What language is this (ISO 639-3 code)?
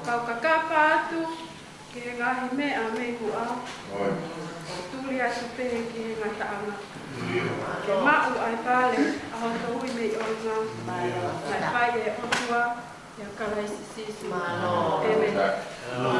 ton